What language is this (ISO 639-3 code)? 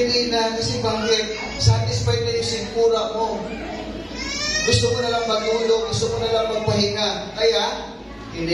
fil